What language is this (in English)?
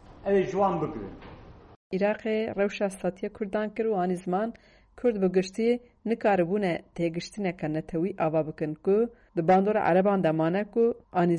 Kurdish